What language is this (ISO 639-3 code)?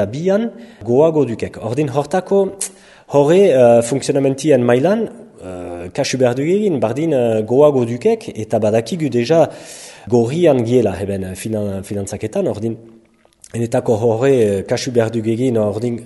eus